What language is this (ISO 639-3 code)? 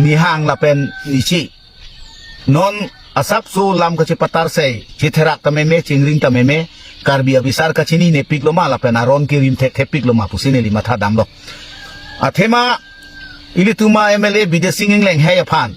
mjw